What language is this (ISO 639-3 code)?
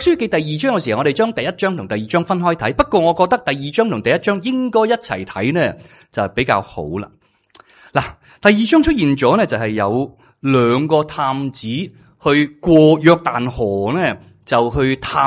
yue